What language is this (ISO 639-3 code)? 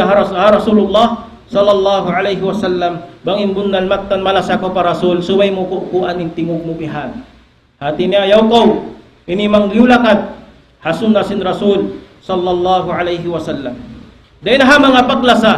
tsg